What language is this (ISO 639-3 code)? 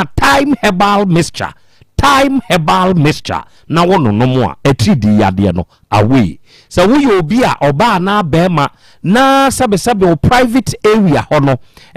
aka